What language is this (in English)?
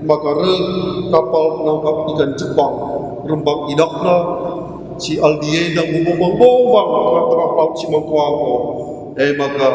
Batak Karo